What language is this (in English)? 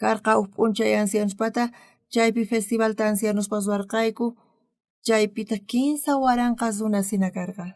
South Bolivian Quechua